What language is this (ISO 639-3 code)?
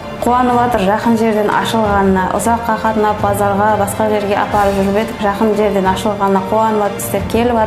kaa